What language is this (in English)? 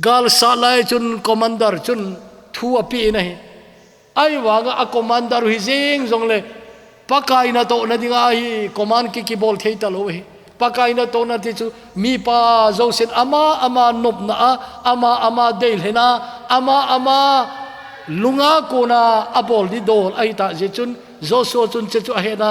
Thado Chin